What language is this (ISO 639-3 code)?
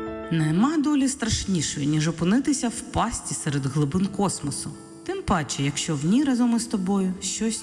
ukr